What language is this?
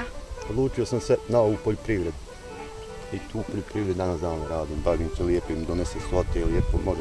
Bosnian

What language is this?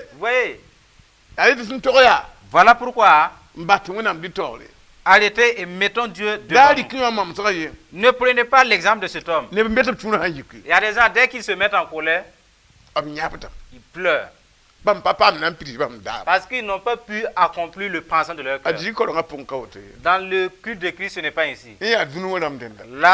Mossi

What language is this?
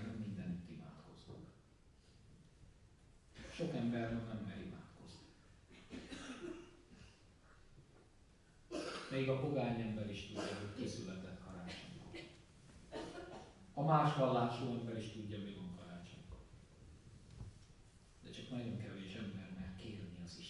Hungarian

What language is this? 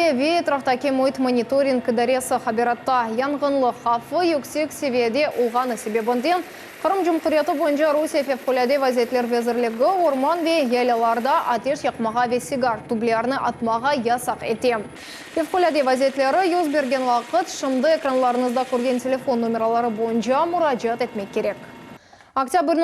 Crimean Tatar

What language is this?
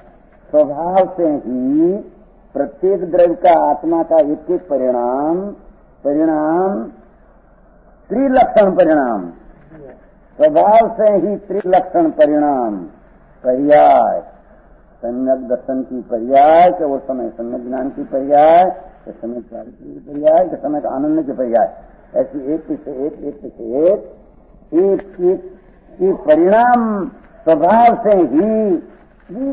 Hindi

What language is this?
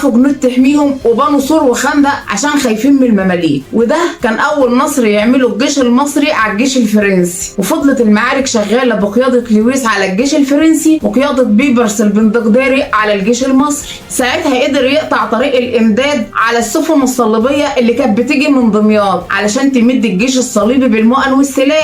Egyptian Arabic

